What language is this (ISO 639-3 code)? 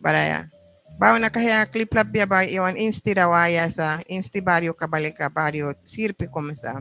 miq